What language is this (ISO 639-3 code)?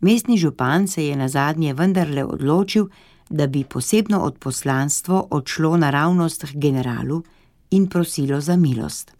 slv